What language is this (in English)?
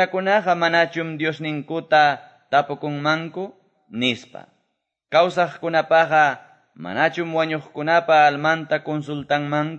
Quechua